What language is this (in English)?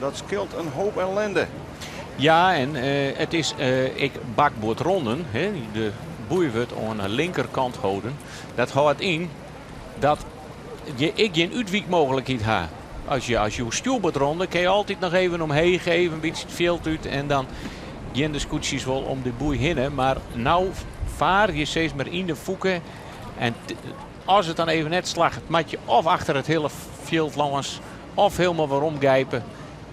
Western Frisian